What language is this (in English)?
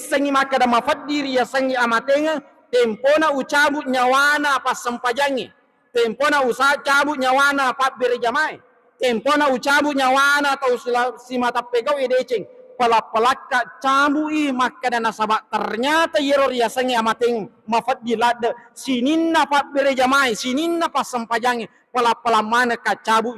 Buginese